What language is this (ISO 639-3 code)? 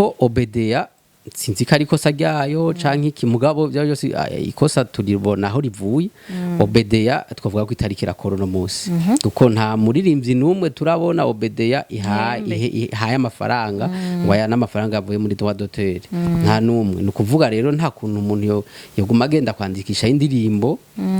run